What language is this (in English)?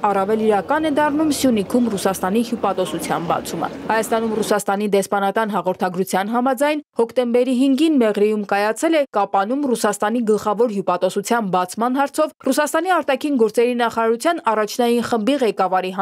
Armenian